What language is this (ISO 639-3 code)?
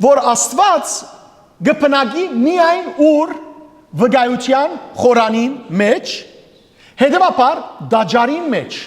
hyw